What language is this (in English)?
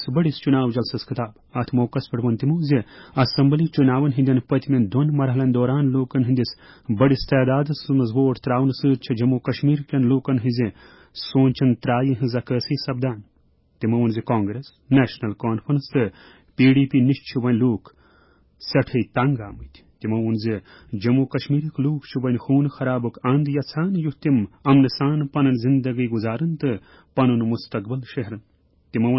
Kashmiri